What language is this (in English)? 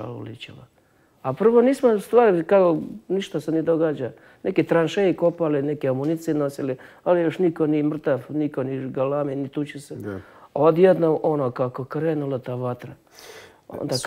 Bosnian